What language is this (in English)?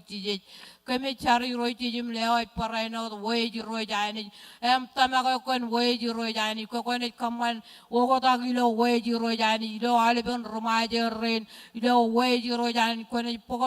Marshallese